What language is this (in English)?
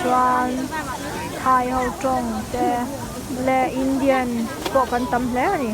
Mizo